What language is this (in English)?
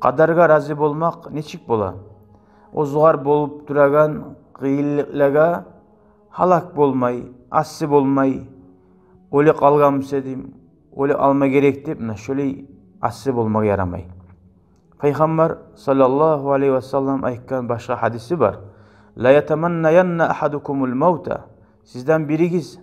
Kumyk